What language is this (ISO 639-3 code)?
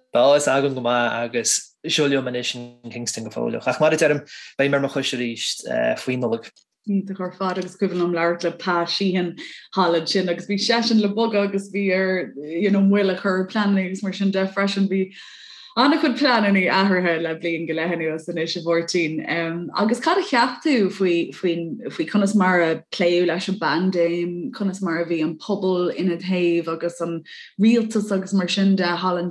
gle